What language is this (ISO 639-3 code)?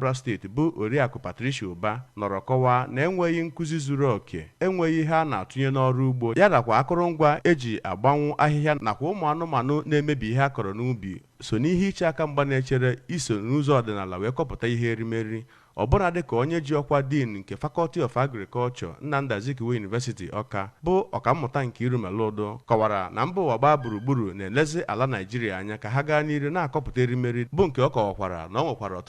ibo